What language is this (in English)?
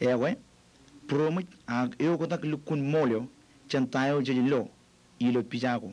Marshallese